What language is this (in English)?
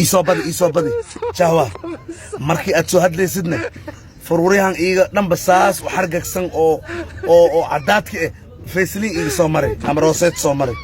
Somali